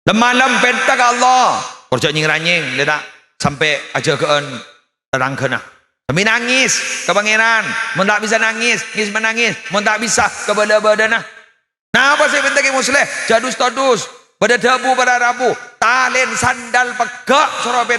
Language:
Madurese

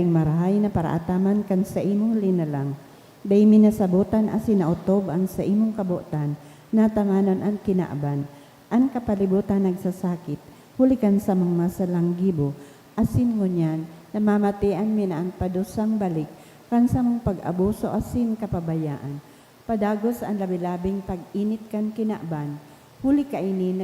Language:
Bikol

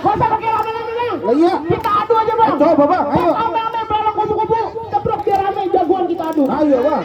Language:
Betawi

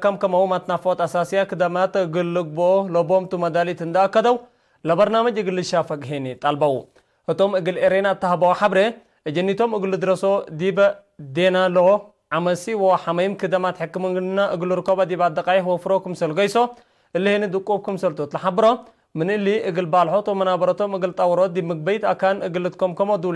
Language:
Tigre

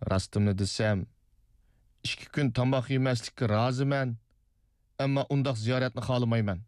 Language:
Uyghur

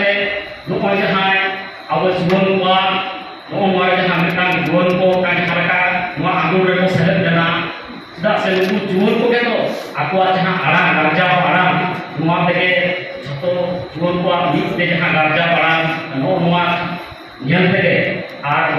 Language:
Santali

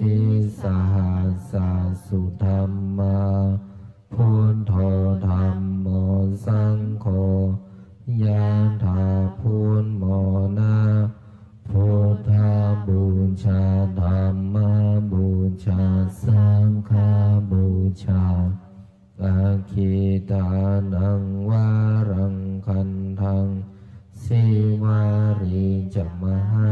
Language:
Pali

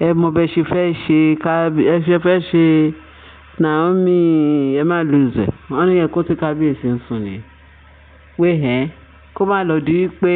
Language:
Yoruba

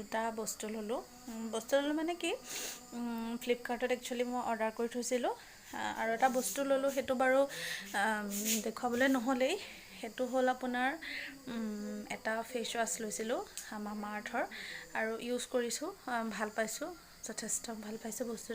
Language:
Assamese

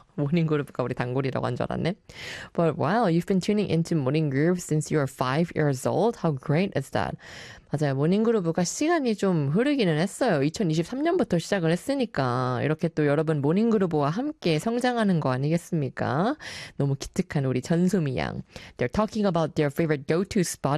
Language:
Korean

